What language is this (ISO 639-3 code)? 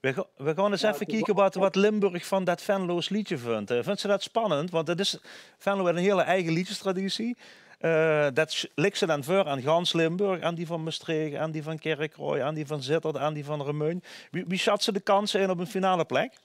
lim